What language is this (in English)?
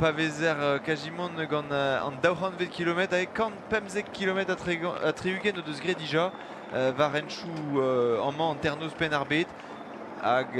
Breton